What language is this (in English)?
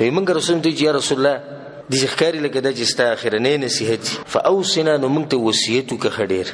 Pashto